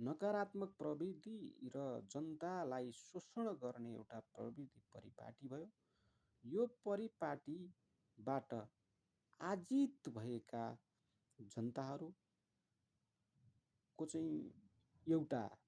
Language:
Nepali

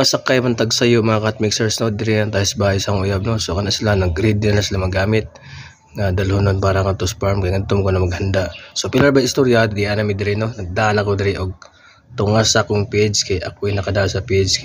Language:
Cebuano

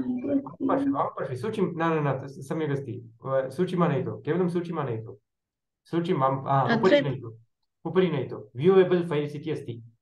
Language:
Sanskrit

